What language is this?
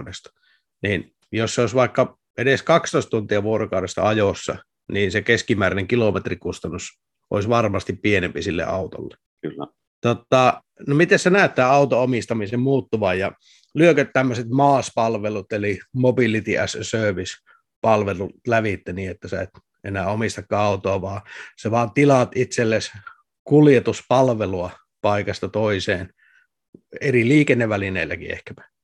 Finnish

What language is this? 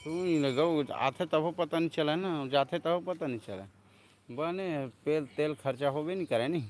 Chhattisgarhi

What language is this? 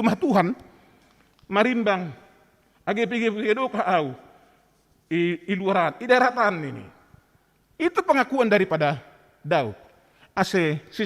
Batak Simalungun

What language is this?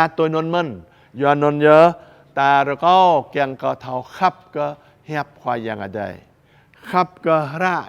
Jarai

